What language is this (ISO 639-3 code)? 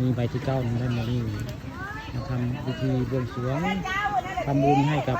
tts